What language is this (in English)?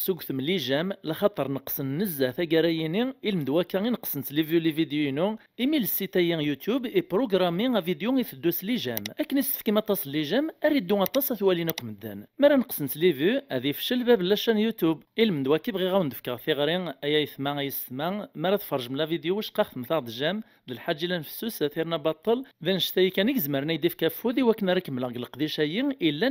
Kabyle